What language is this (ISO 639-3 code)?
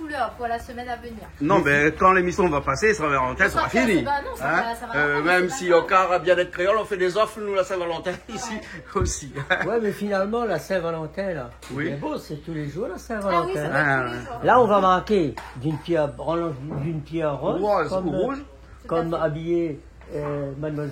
rcf